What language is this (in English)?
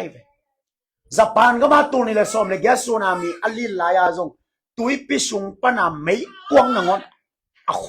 Tedim Chin